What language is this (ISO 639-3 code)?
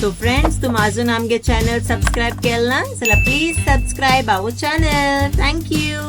kok